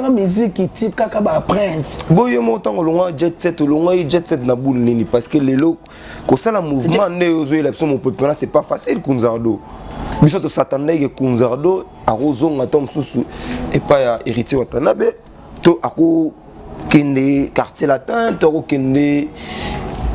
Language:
Lingala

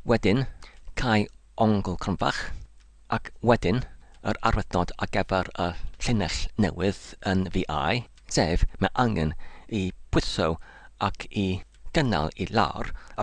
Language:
Welsh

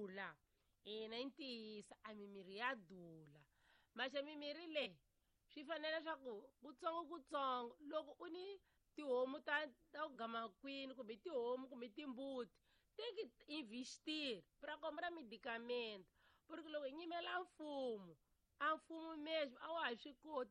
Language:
Tsonga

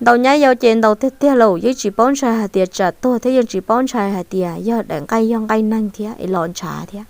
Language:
Hmong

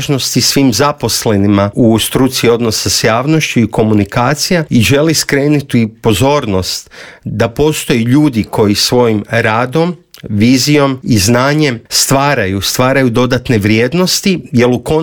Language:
Croatian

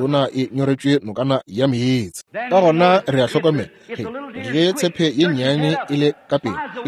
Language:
Northern Sotho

